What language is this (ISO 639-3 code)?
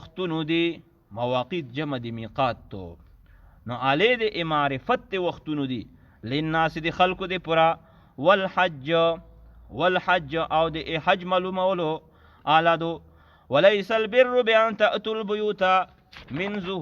pus